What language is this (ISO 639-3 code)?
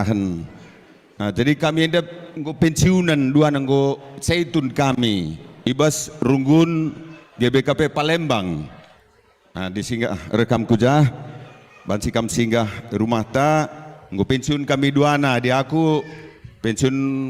btx